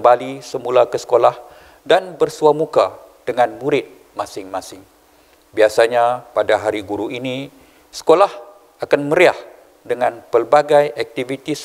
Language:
Malay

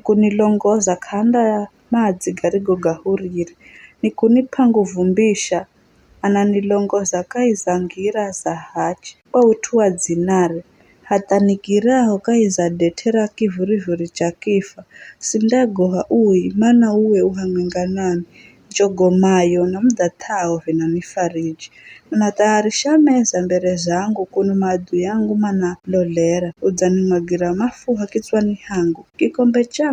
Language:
Giryama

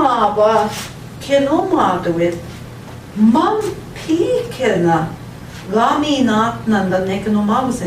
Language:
Central Ojibwa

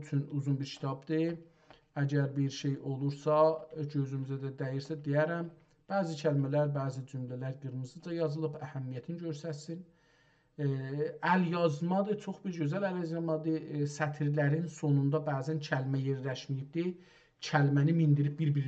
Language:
South Azerbaijani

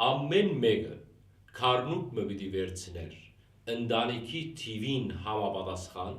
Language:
Western Armenian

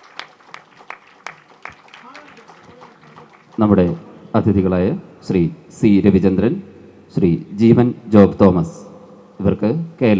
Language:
Malayalam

